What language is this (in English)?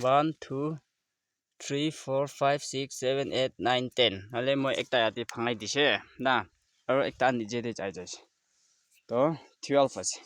Naga Pidgin